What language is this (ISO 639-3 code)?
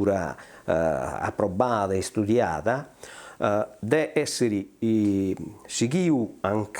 srd